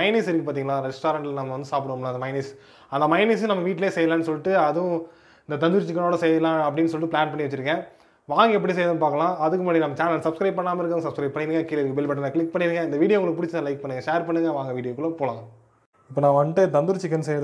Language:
Tamil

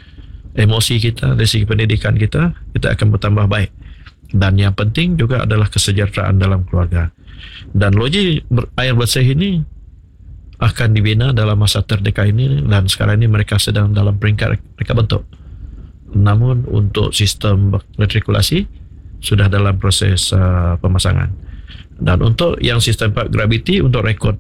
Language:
Malay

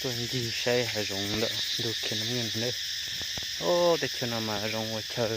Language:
Hmong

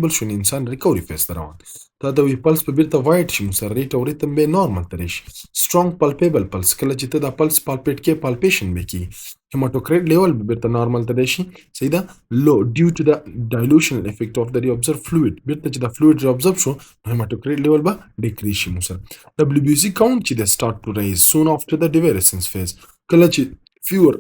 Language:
Pashto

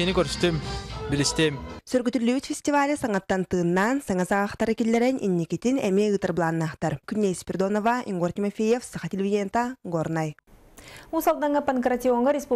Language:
Yakut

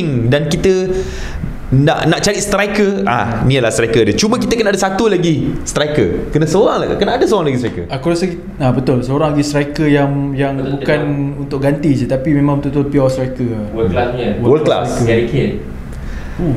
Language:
Malay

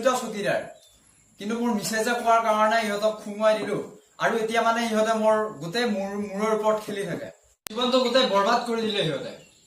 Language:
Assamese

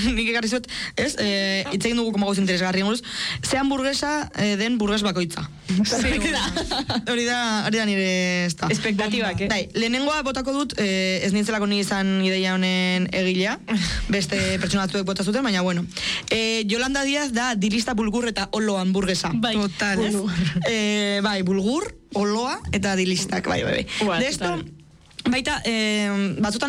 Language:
Basque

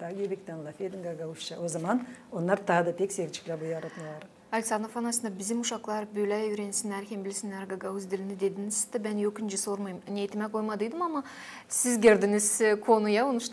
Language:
Gagauz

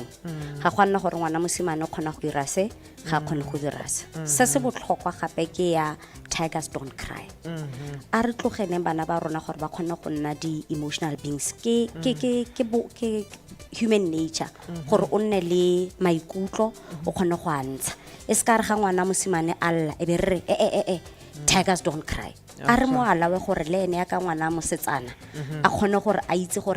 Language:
Tswana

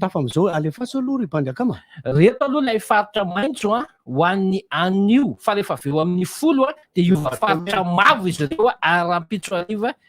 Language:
Malagasy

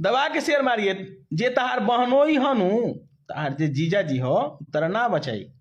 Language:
Bhojpuri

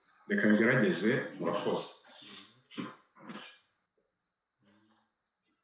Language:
Kinyarwanda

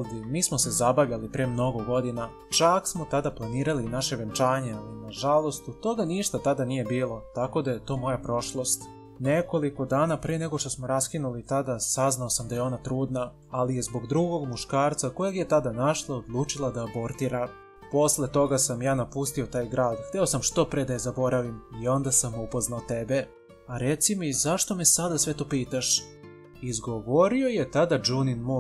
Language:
Serbian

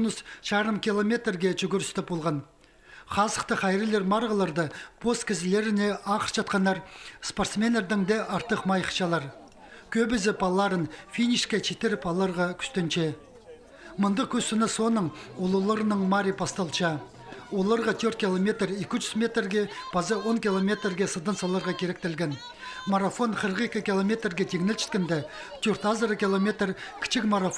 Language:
Khakas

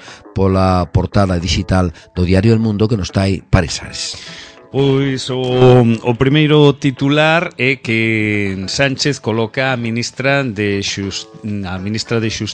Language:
Galician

